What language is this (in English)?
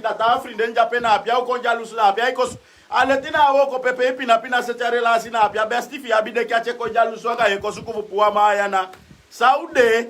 Sranan Tongo